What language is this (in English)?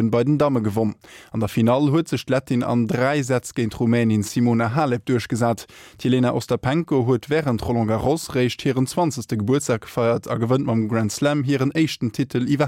Luxembourgish